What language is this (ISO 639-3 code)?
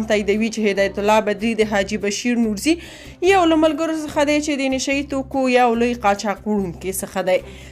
pus